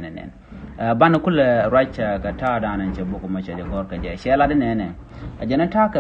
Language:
Nuer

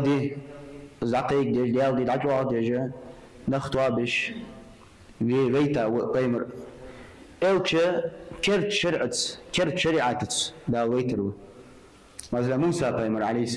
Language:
Ingush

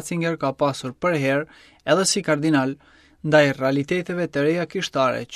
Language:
Albanian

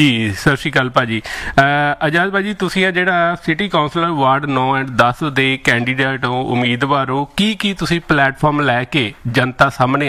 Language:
Punjabi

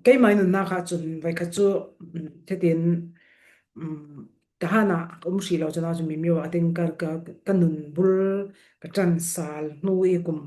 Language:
Falam Chin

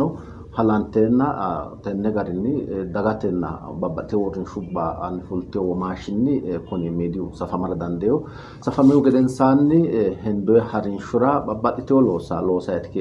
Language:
Sidamo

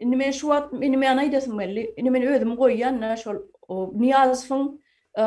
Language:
Turkmen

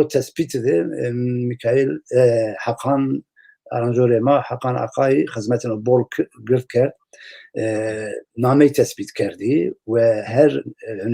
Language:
Zaza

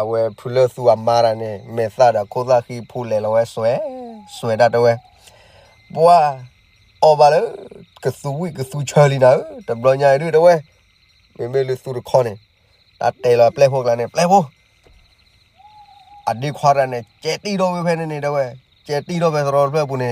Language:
S'gaw Karen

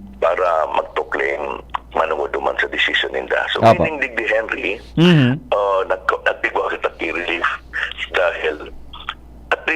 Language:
Bikol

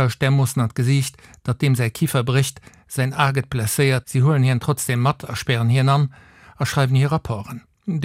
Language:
Luxembourgish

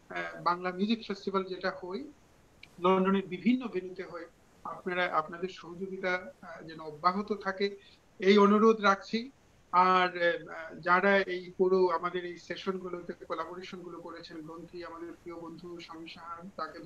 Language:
Bangla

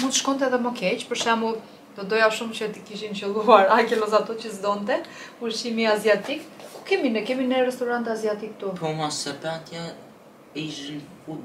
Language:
Albanian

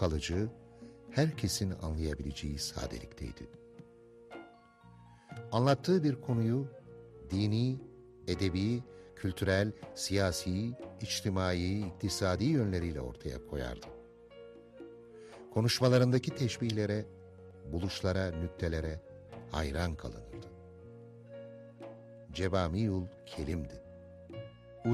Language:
Turkish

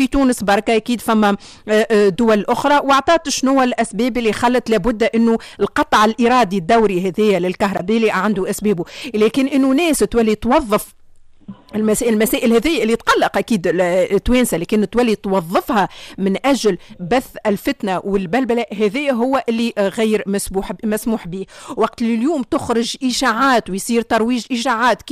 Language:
Tunisian Arabic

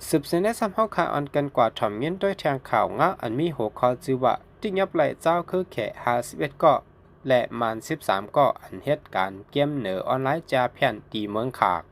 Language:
Shan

